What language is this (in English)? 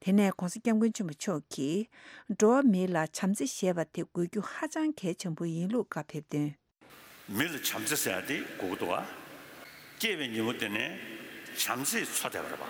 Tibetan